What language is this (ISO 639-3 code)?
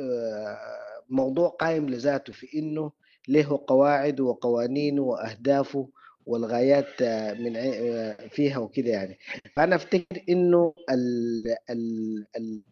apd